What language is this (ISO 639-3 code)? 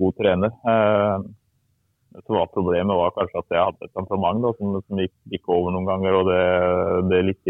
nor